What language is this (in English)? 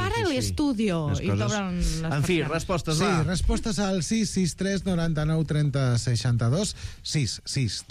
Catalan